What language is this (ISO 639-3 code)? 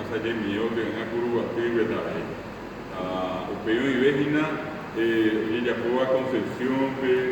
grn